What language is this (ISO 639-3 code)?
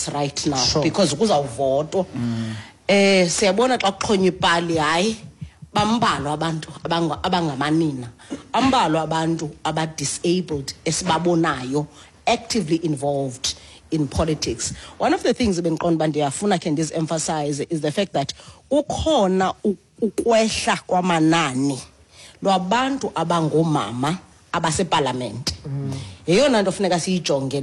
xho